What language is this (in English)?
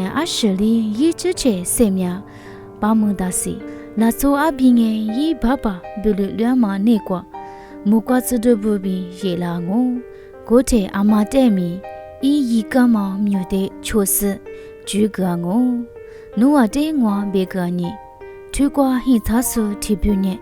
Lisu